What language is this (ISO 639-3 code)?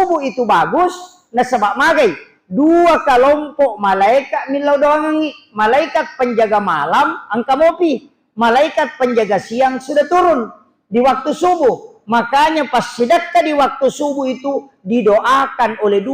bug